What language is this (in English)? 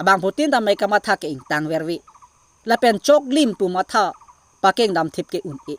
Karbi